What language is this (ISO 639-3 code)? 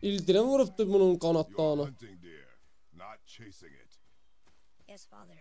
azb